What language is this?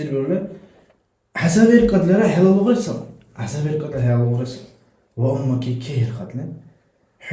Dargwa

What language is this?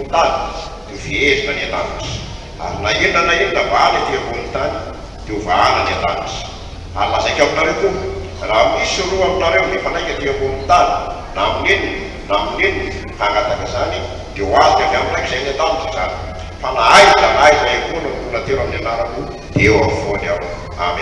Malagasy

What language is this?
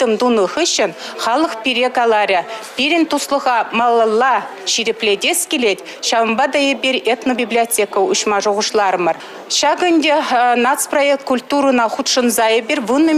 Chuvash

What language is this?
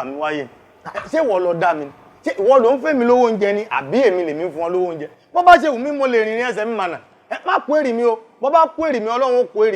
Yoruba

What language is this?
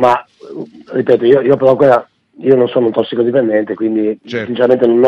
Italian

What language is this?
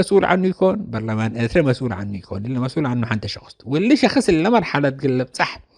Tigre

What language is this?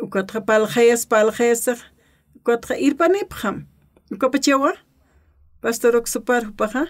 Aymara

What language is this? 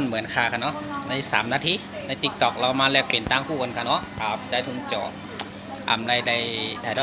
Shan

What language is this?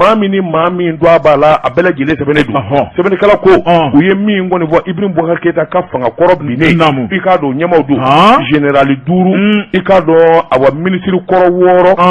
Bambara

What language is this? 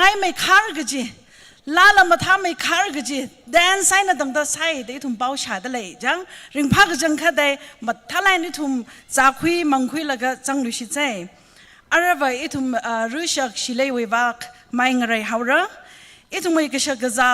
Tangkhul Naga (India)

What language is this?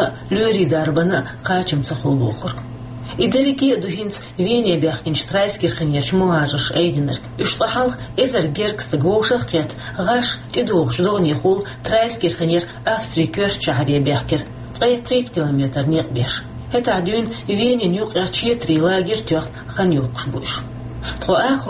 Chechen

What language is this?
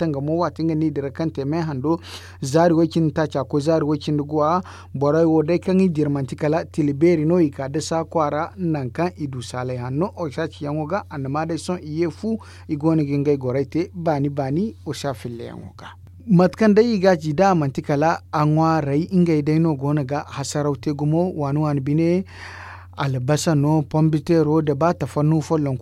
Zarma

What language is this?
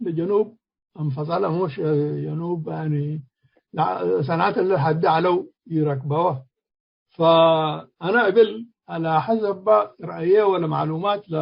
Tigre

